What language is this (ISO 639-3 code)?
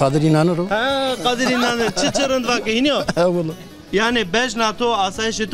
zza